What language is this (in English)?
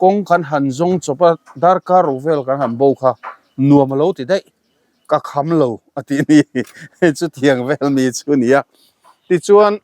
Mizo